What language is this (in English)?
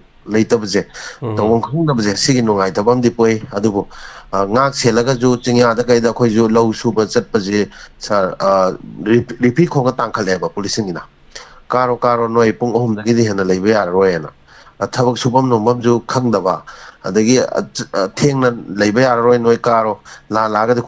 Manipuri